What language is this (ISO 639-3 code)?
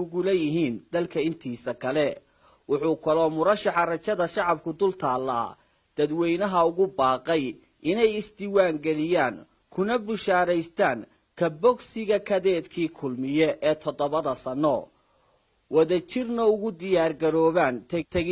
som